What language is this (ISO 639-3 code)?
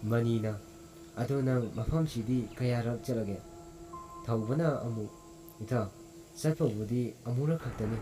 mni